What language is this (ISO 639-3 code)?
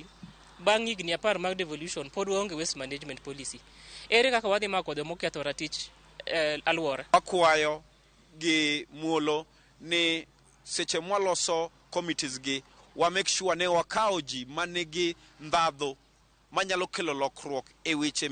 luo